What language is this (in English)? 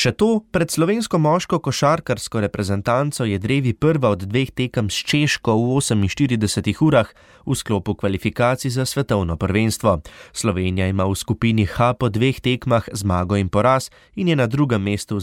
Slovenian